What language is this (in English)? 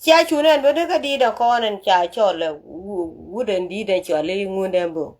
Nuer